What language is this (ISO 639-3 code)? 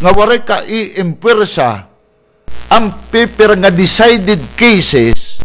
war